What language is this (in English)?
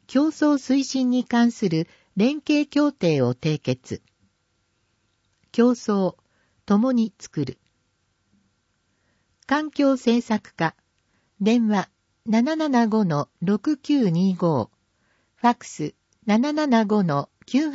Japanese